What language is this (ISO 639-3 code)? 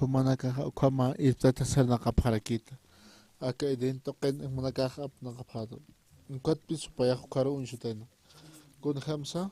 aym